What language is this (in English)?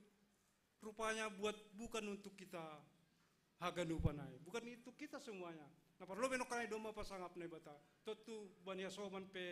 Batak Simalungun